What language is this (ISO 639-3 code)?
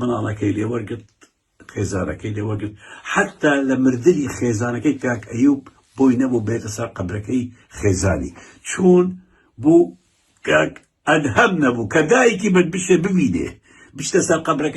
ckb